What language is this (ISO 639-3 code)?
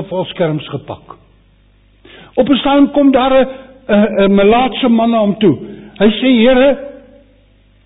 afr